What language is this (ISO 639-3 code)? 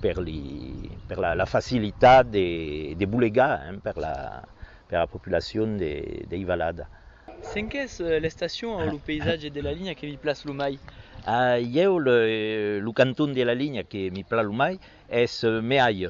oci